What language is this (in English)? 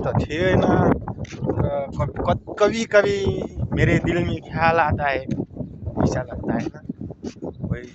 Nepali